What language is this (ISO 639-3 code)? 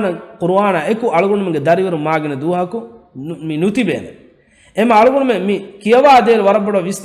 div